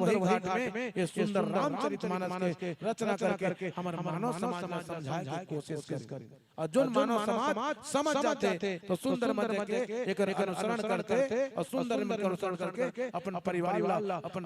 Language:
Chhattisgarhi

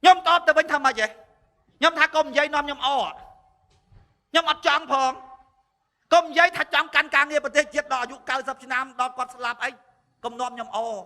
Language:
Khmer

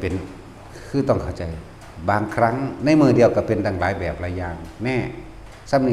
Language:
Lao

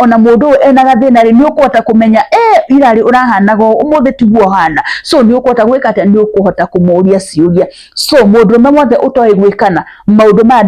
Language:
Kikuyu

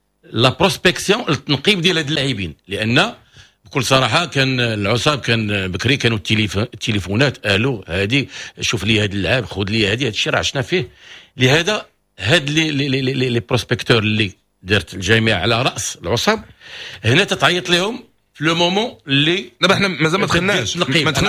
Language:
Moroccan Arabic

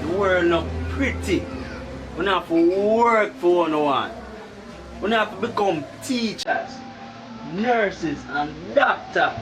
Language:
Jamaican Creole English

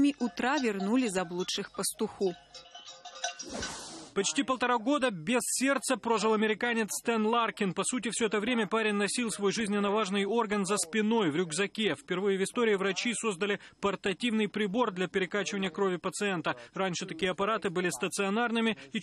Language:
Russian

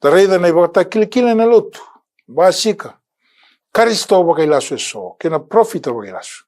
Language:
Fijian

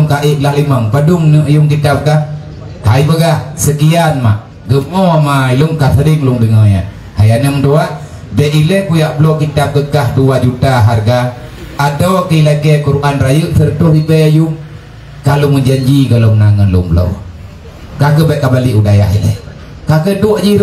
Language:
Achinese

